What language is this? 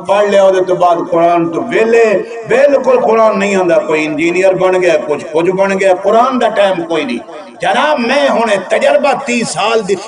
Saraiki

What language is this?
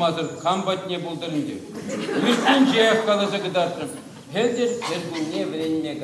Chuvash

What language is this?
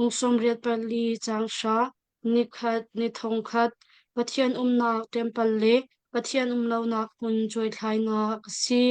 Hakha Chin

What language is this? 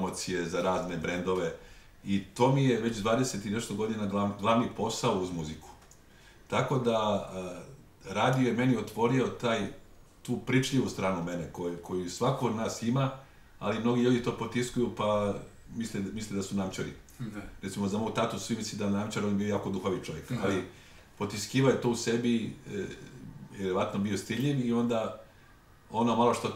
Serbian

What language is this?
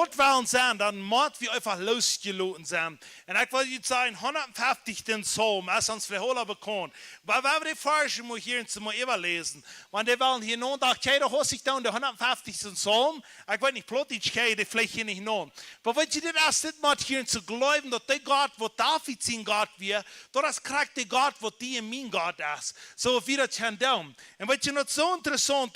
Plautdietsch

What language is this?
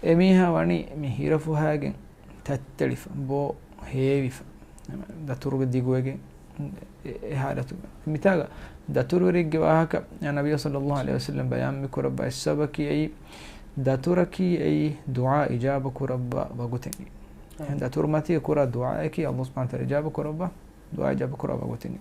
Divehi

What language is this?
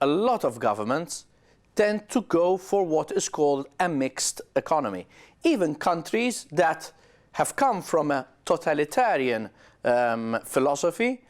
English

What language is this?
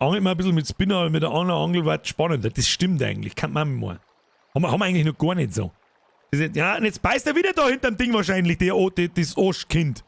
Bavarian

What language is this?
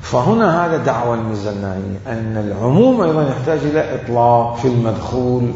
Mesopotamian Arabic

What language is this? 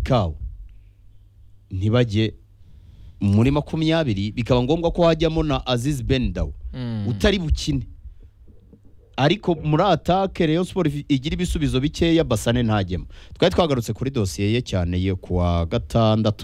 Kinyarwanda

